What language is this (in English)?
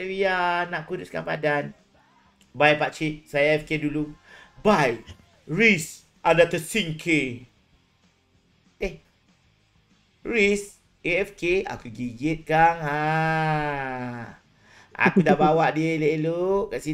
Malay